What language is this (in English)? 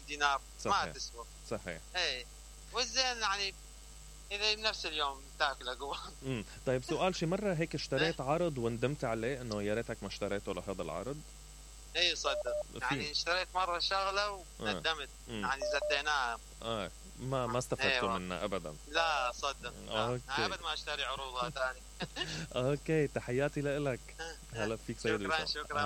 Mesopotamian Arabic